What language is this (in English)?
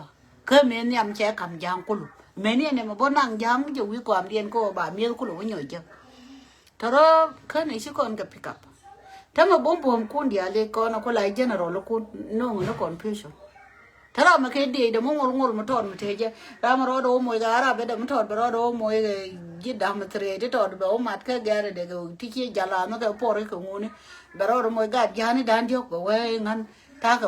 Nuer